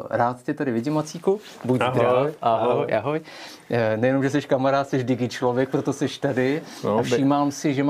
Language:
Czech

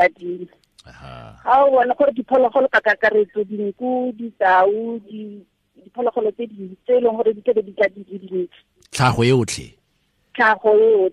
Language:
Tswana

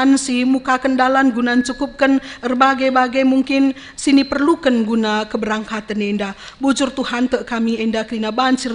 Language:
Batak Karo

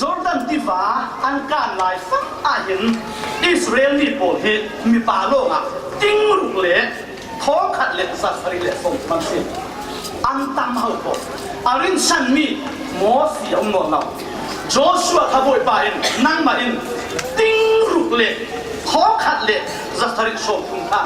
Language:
Falam Chin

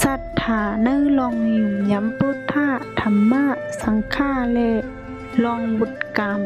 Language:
Shan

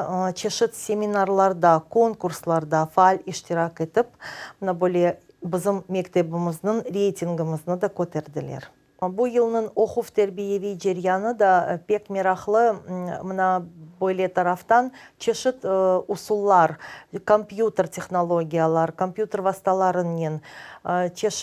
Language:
Crimean Tatar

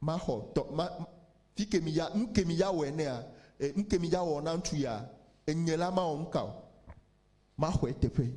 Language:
Ewe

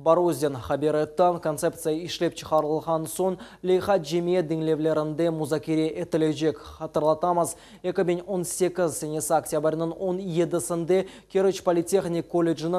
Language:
Crimean Tatar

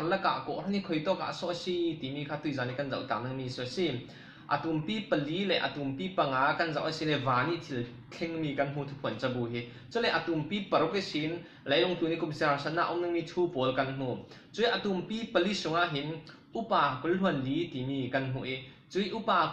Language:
Falam Chin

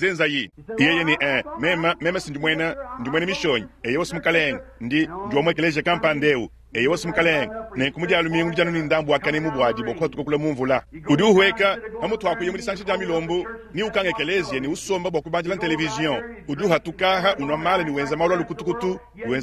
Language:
Luba-Lulua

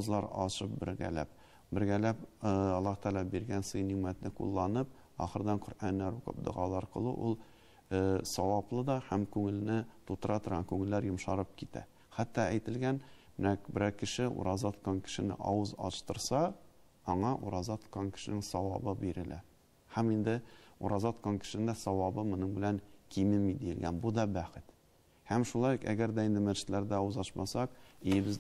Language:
Tatar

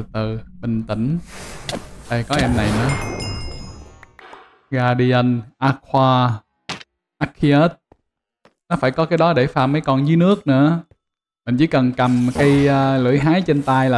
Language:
Vietnamese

